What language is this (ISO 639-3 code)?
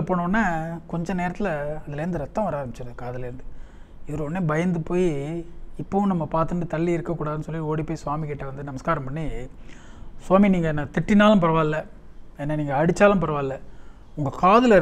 tam